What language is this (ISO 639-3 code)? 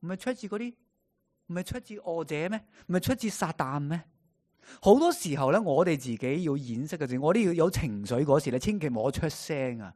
yue